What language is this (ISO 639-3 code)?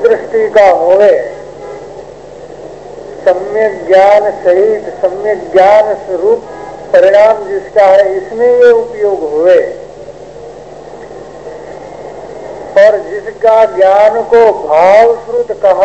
hin